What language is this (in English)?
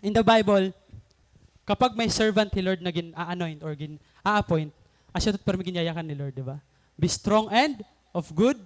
Waray